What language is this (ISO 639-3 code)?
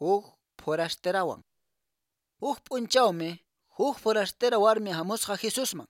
que